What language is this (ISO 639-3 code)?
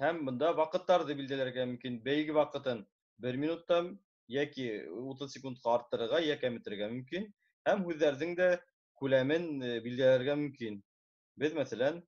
bak